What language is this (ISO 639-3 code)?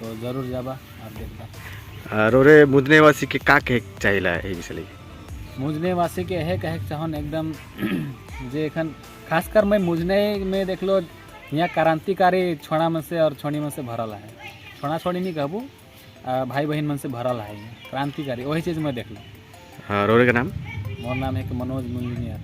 sck